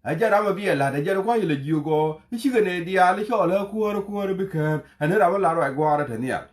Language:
Nuer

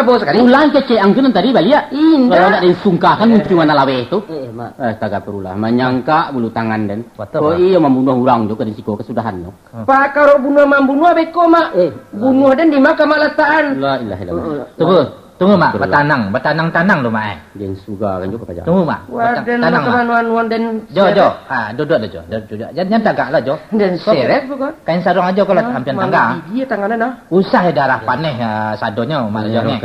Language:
Minangkabau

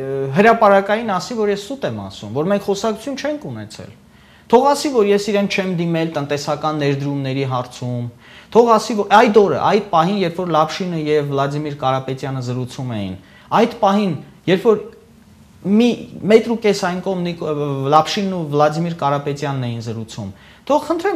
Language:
Armenian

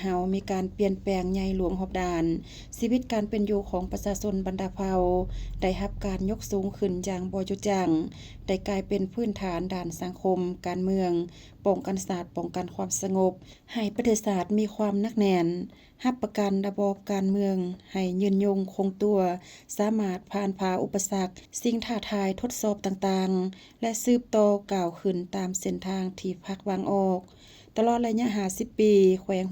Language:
Lao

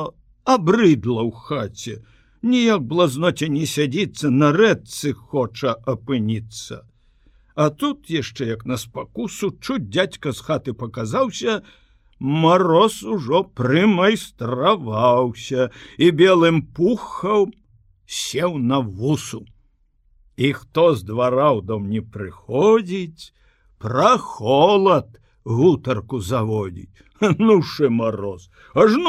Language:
Belarusian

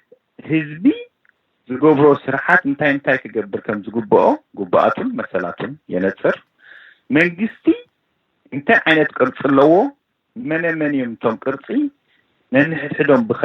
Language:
Tigrinya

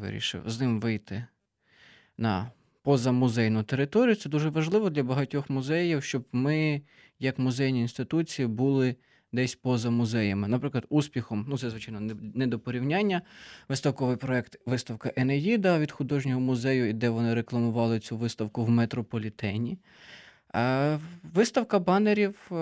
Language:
Ukrainian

